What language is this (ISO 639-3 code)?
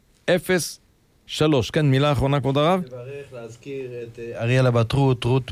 heb